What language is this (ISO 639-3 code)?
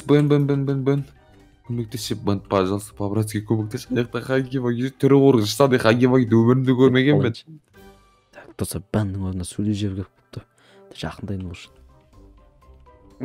kaz